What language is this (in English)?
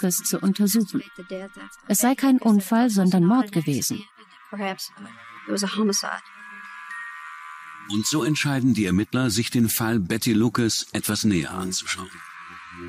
German